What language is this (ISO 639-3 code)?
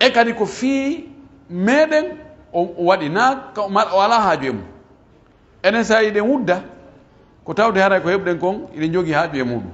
fuf